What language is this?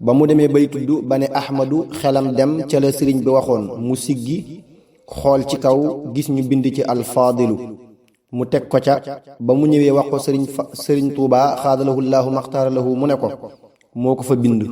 Wolof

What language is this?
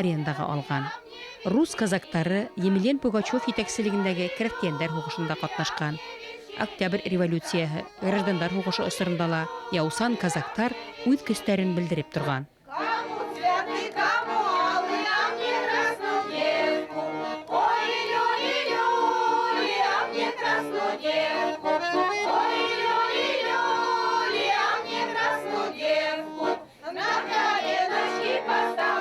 Bashkir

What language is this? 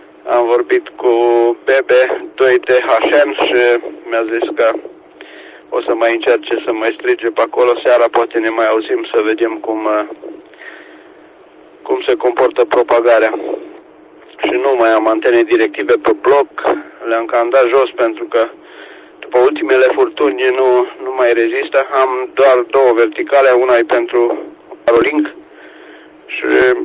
Romanian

